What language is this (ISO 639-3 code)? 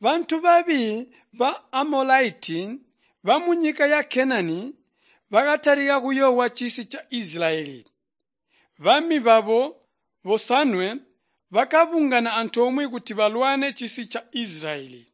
toi